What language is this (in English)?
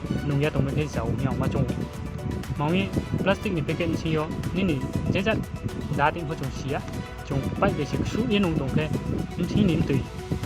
Riang (India)